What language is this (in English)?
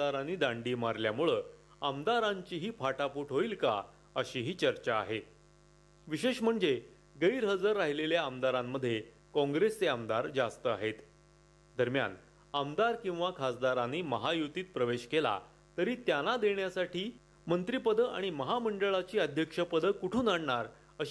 Marathi